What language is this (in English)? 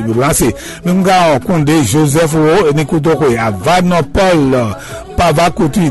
Fon